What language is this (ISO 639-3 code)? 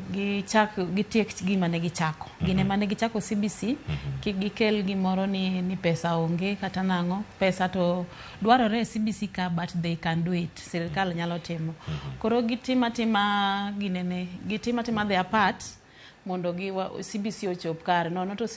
luo